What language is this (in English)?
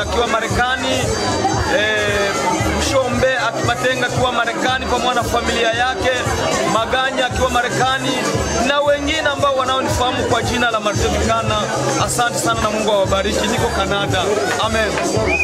Swahili